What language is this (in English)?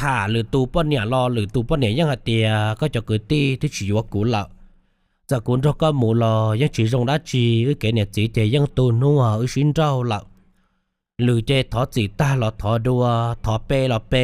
Hmong